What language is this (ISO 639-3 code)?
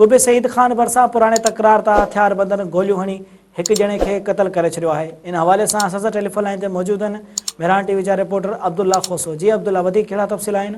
snd